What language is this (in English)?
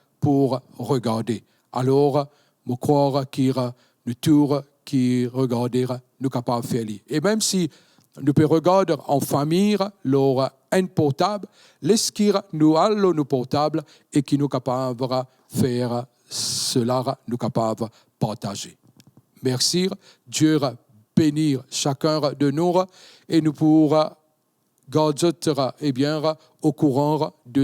Morisyen